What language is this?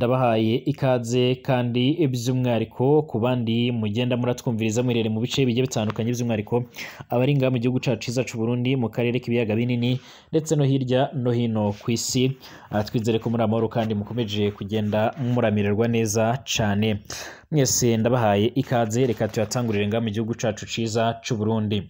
Rundi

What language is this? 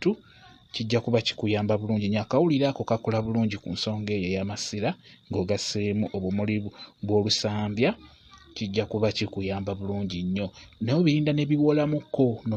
Ganda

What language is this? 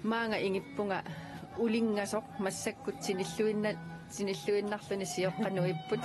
Kalaallisut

